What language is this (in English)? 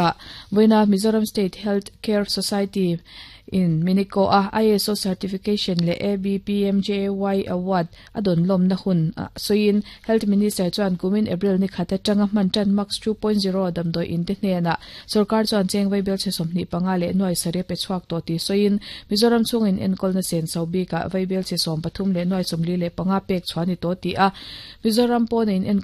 Mizo